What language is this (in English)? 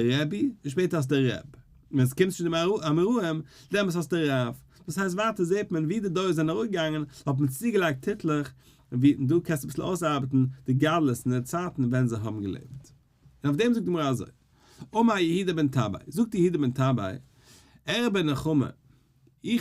Yiddish